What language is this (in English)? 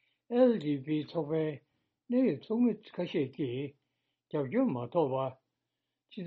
Tibetan